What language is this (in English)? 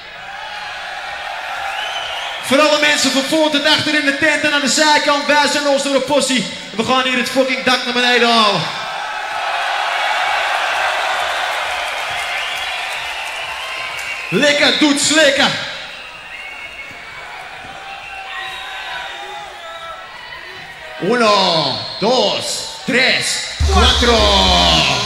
Dutch